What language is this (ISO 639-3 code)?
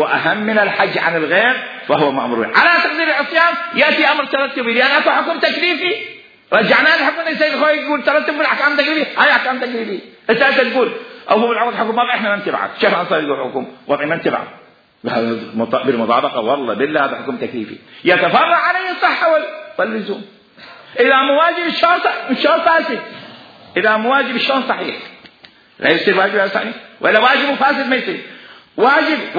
acm